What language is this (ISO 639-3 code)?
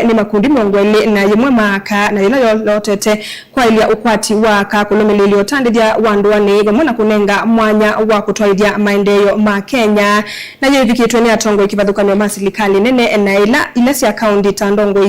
kam